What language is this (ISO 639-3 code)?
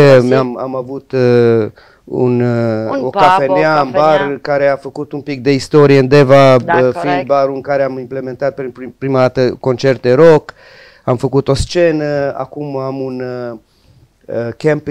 ron